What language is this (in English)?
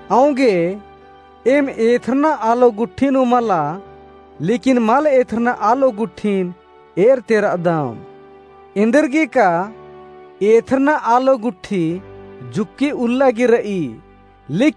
Kurukh